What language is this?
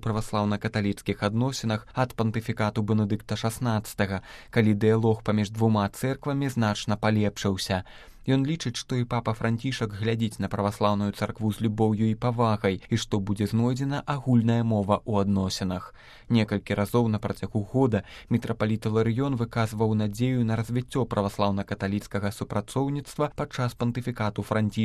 Belarusian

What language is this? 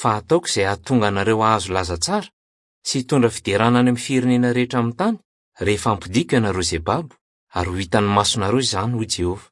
Malagasy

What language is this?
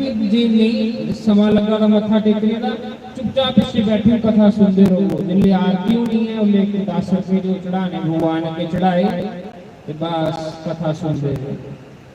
Dogri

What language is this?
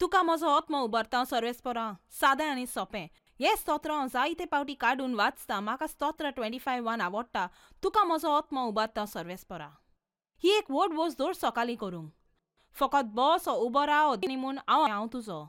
Konkani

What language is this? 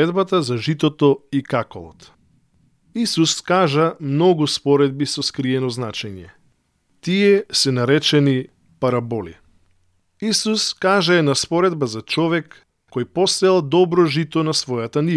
Macedonian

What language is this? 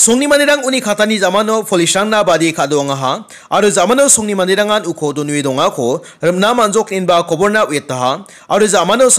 Garo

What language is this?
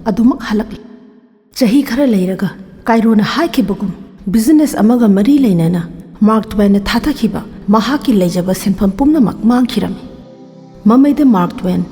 Manipuri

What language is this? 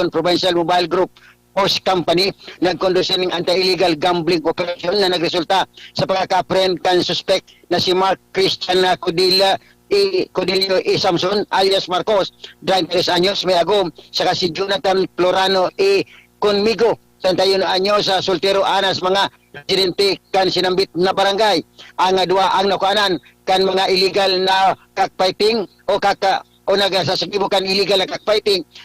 Bikol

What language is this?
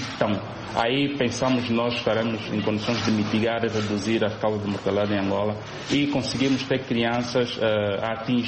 Portuguese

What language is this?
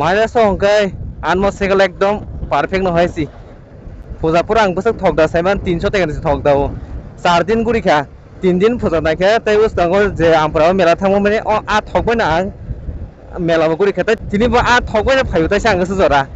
Kok Borok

